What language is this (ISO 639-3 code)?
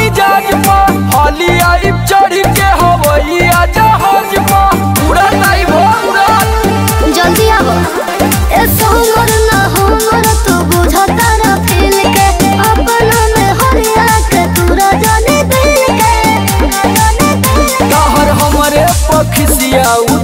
bho